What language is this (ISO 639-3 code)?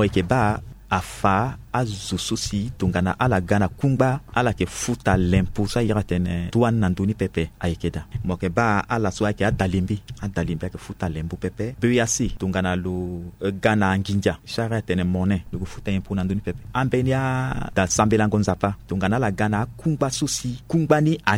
sag